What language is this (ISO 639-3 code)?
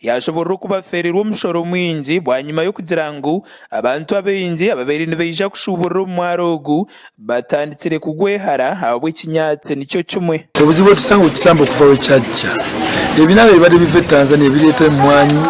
nyn